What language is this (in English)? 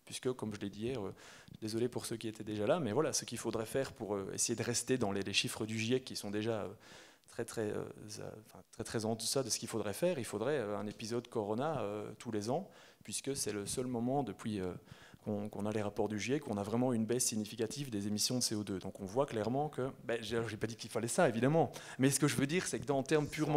French